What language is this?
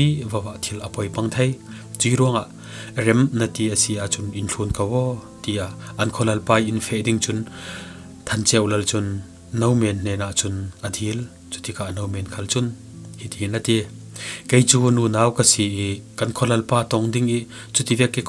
Falam Chin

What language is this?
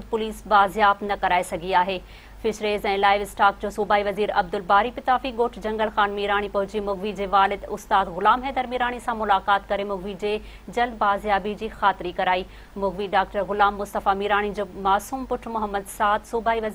Sindhi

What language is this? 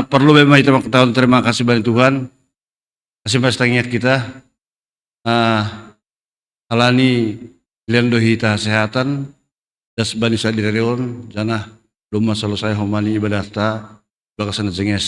Batak Simalungun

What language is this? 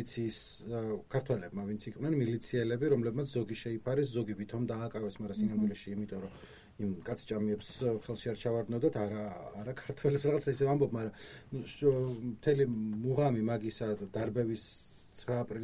Georgian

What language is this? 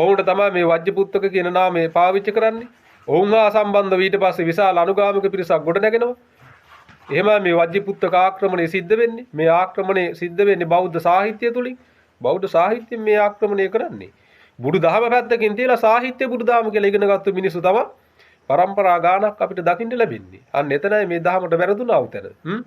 Sinhala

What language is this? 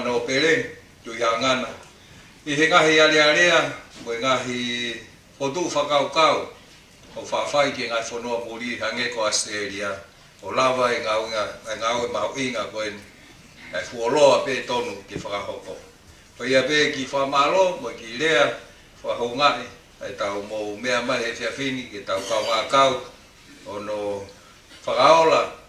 Tongan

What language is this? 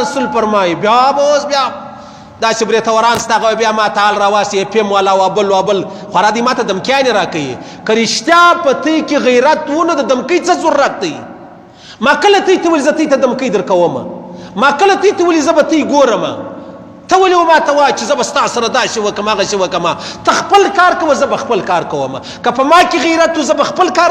Pashto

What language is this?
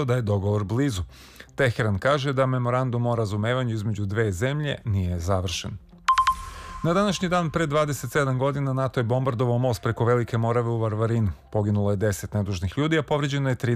Serbian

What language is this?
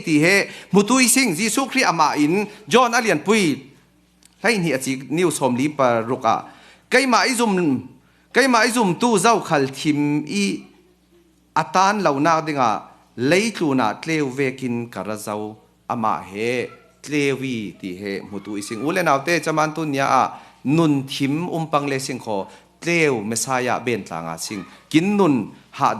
Falam Chin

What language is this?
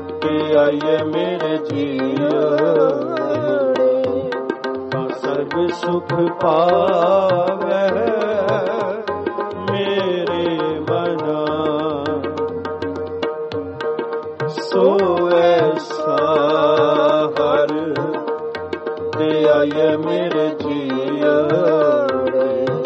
Punjabi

